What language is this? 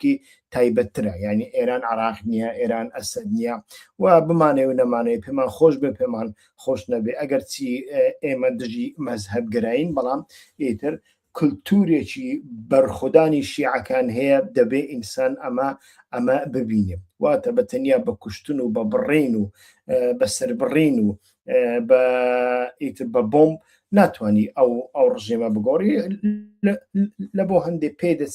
Central Kurdish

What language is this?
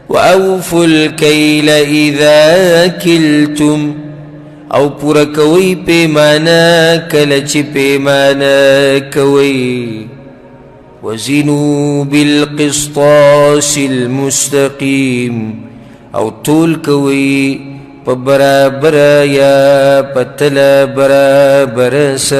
Pashto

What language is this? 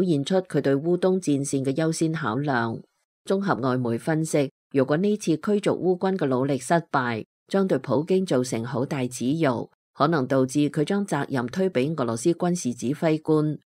Cantonese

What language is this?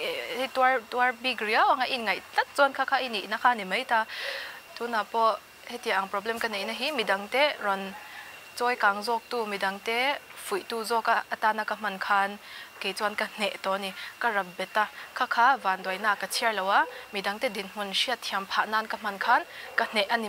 Mizo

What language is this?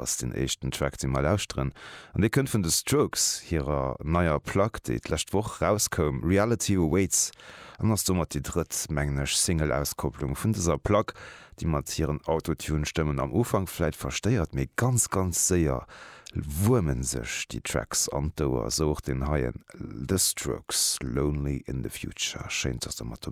Luxembourgish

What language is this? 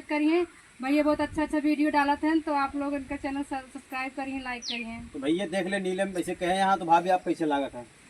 Awadhi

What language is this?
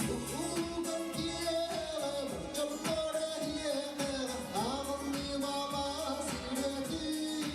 Yakut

